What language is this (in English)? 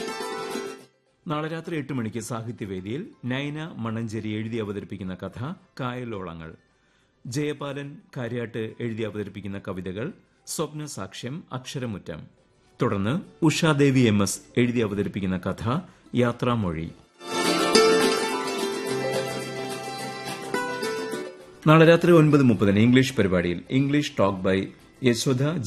Malayalam